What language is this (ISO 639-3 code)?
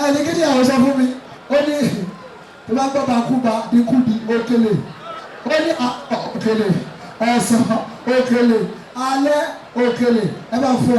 yor